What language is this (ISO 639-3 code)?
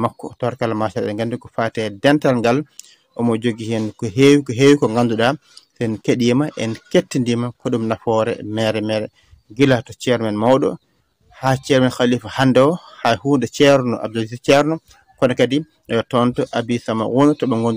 ful